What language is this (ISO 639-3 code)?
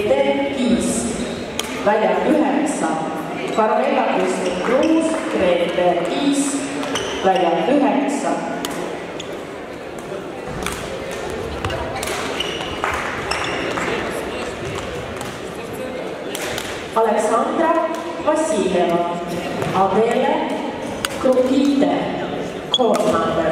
est